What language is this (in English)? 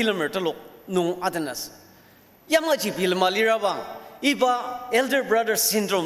Ao Naga